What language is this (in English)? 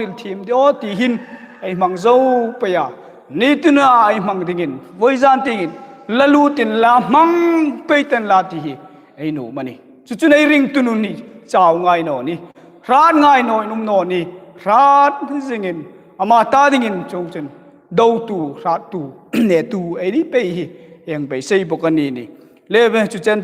Hmar